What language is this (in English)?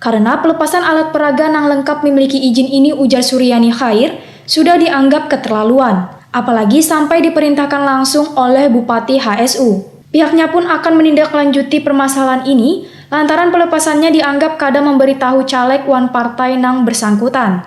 Banjar